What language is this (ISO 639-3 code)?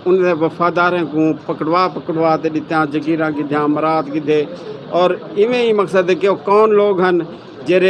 skr